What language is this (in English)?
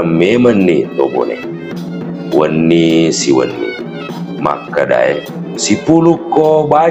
Buginese